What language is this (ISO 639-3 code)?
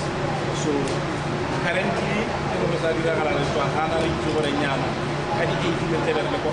tsn